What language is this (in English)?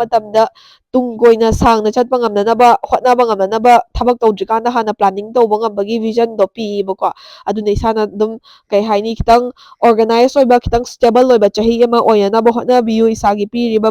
Manipuri